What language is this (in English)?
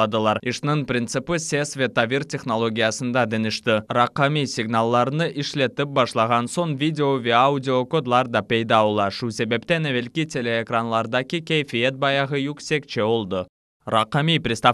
Crimean Tatar